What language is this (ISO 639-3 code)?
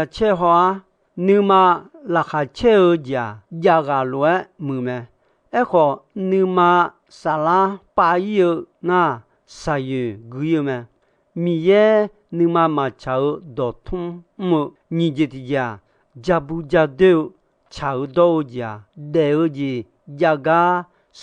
ahk